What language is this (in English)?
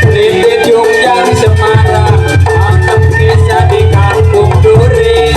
Betawi